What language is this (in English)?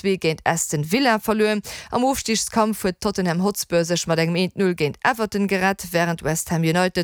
Luxembourgish